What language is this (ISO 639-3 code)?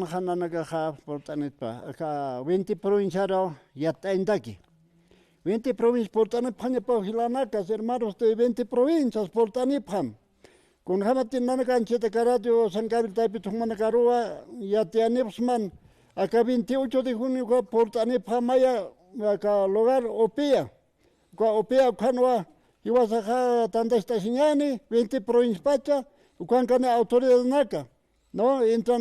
aym